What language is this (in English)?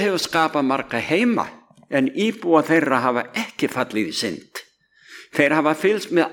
Icelandic